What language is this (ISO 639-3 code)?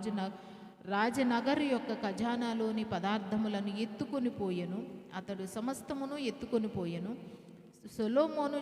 kff